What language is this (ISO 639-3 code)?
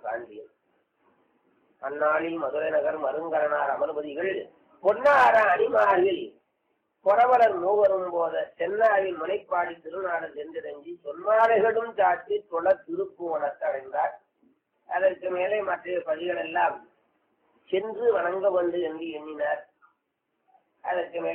tam